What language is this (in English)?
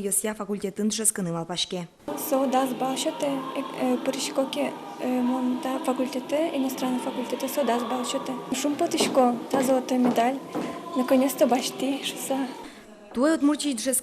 Udmurt